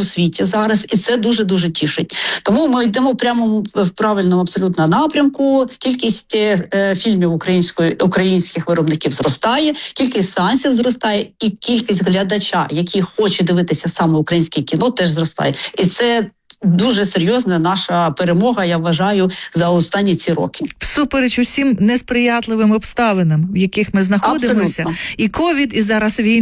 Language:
Ukrainian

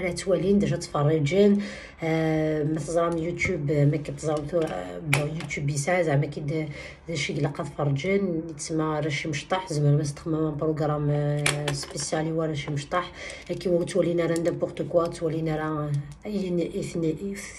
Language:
Kabyle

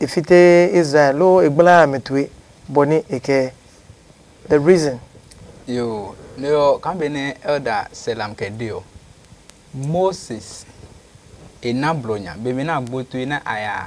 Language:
Adangme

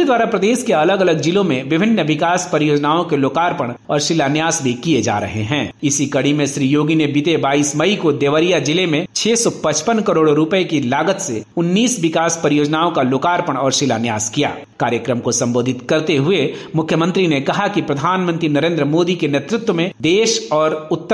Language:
Hindi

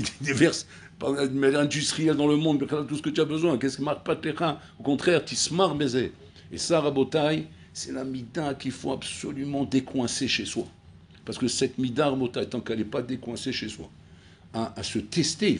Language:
French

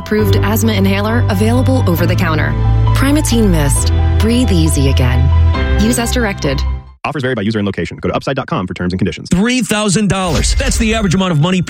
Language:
English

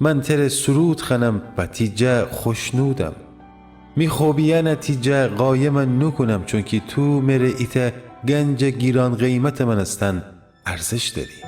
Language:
Gilaki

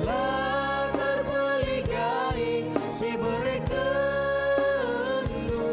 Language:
Batak Karo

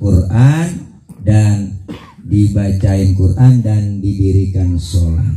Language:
Betawi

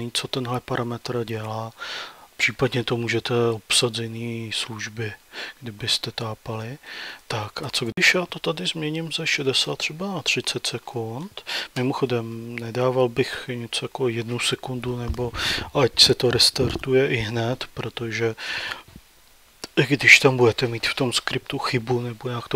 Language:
Czech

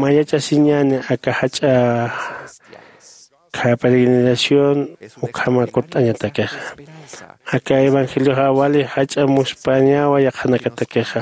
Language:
Aymara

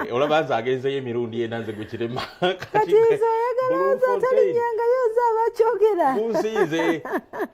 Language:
Ganda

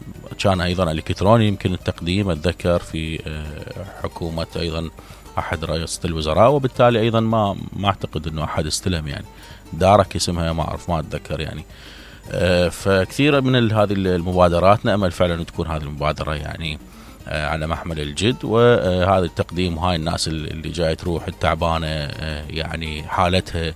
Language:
Mesopotamian Arabic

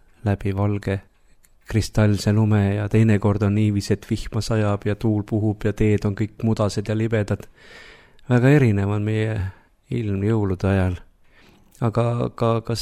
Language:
Estonian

